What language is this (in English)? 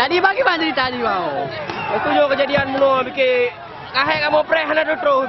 Achinese